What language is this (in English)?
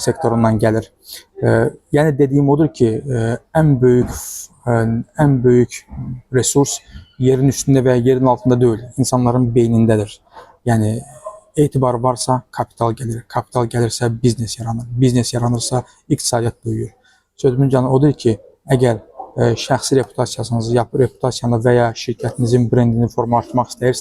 Azerbaijani